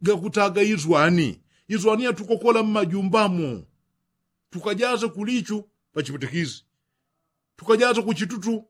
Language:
Yao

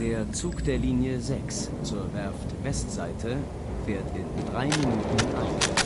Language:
Bavarian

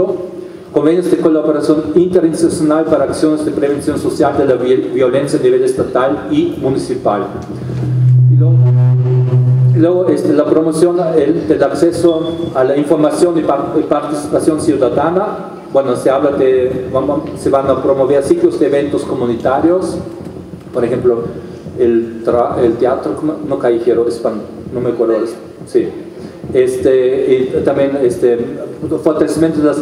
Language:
Spanish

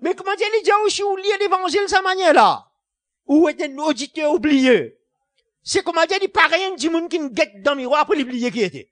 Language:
Morisyen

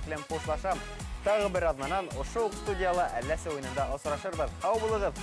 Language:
Bashkir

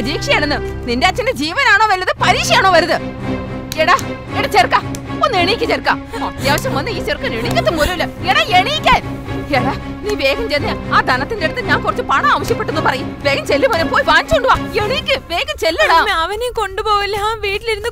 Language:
Malayalam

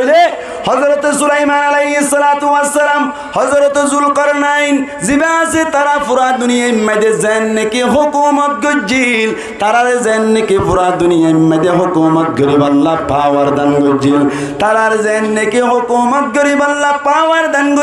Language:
Rohingya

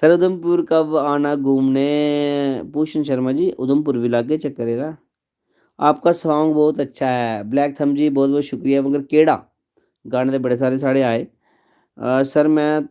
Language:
Dogri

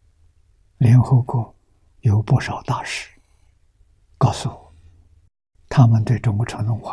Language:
Chinese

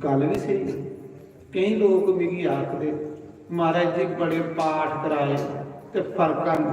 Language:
Dogri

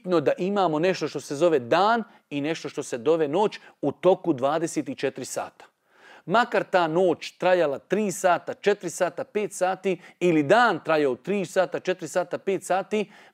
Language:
Bosnian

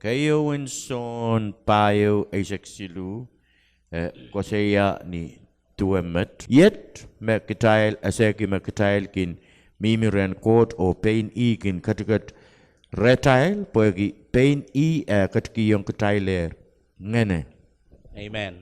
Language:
Pohnpeian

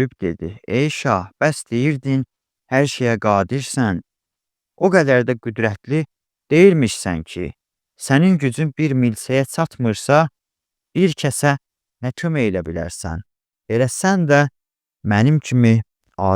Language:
Azerbaijani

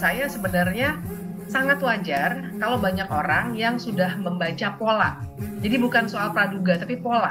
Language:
Indonesian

